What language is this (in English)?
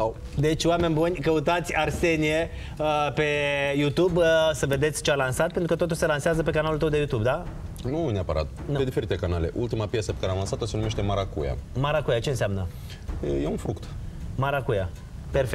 Romanian